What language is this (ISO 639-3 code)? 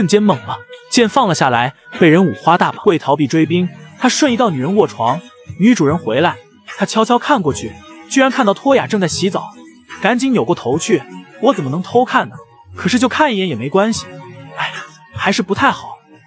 zho